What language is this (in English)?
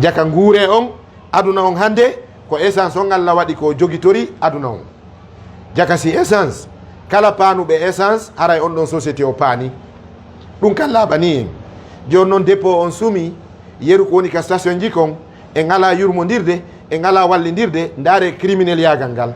Fula